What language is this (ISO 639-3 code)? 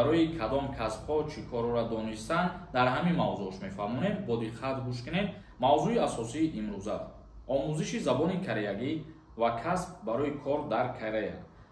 tgk